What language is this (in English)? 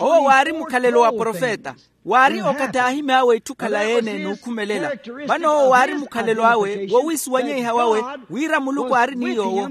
Makhuwa